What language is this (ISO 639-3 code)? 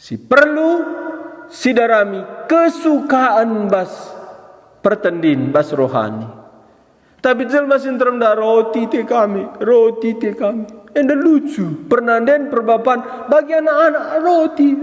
btx